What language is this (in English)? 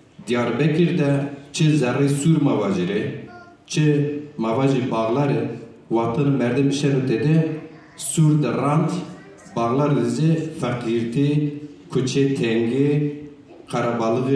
Zaza